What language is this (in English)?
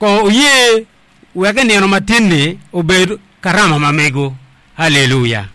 Acoli